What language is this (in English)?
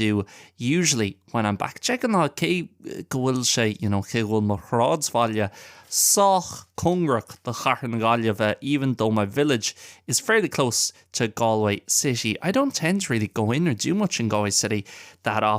Irish